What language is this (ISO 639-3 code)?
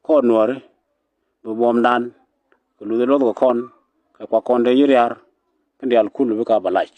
nus